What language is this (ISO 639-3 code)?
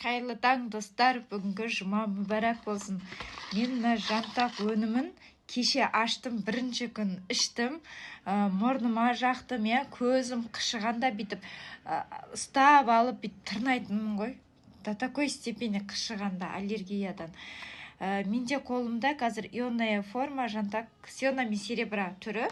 kaz